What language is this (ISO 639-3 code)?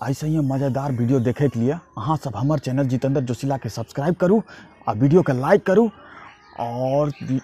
anp